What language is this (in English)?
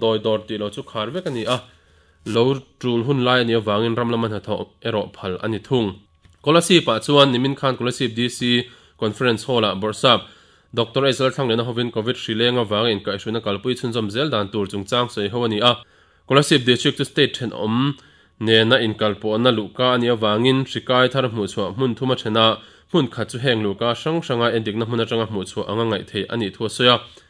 Mizo